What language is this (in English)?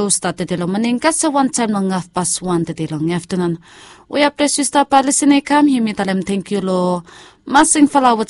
Bislama